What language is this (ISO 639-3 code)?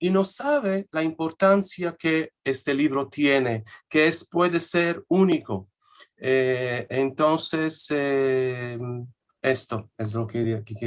lad